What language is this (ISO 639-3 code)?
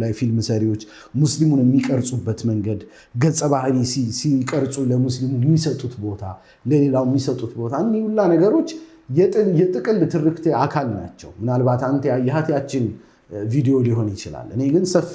amh